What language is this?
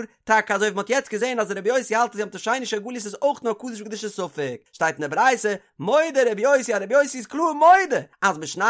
Yiddish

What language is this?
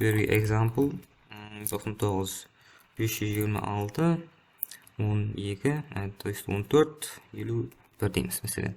Kara-Kalpak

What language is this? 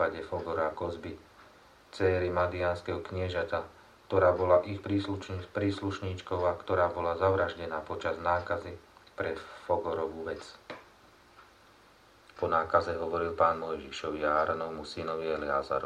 Slovak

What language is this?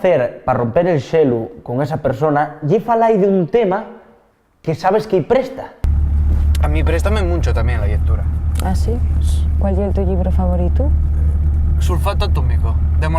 Asturian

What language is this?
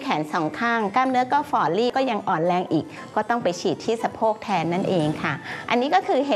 Thai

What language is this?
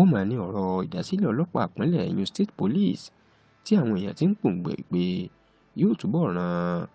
Yoruba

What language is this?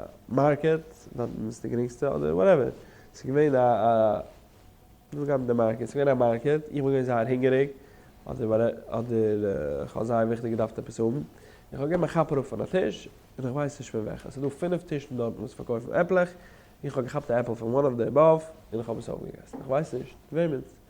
Yiddish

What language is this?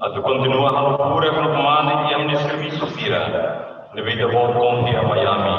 Tetum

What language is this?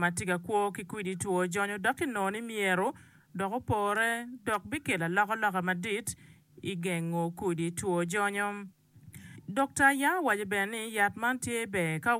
Acoli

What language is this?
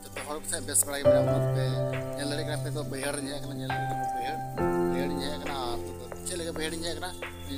Santali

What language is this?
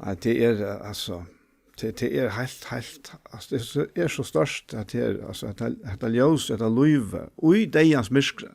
Faroese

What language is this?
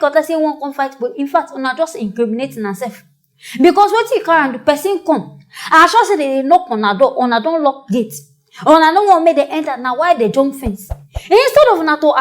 Nigerian Pidgin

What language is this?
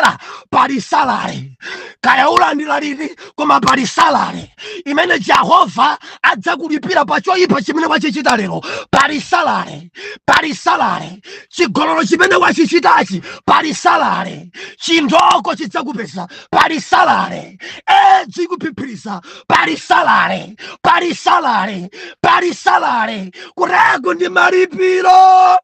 Nyanja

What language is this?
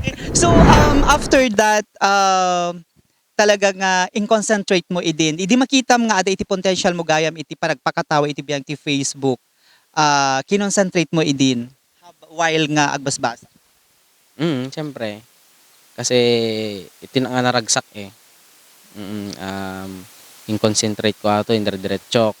Iloko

